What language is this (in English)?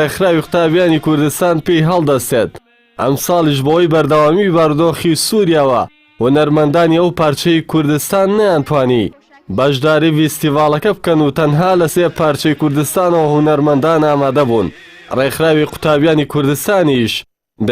Central Kurdish